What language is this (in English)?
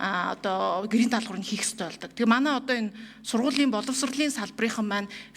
Mongolian